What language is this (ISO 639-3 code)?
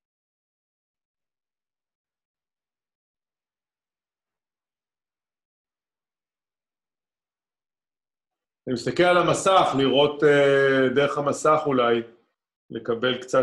heb